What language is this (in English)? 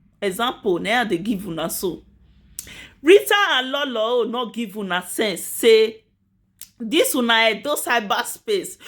Nigerian Pidgin